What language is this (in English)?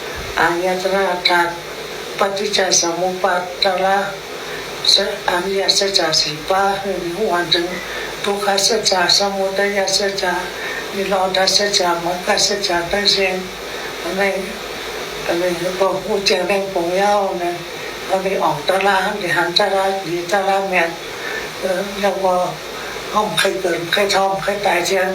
Shan